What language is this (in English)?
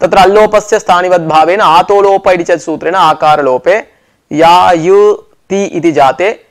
Sanskrit